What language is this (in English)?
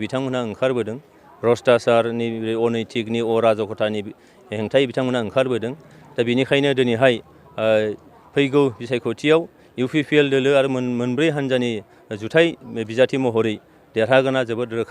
Bodo